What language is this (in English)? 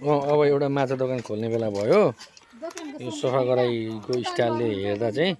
Nepali